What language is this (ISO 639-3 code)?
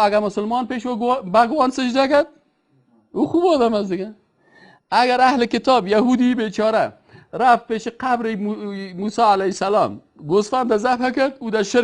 fas